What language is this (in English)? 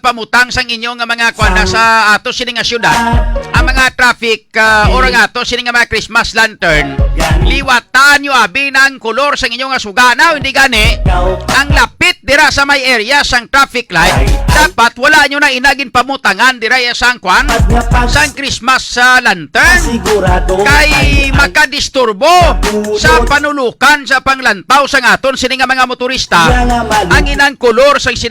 Hiligaynon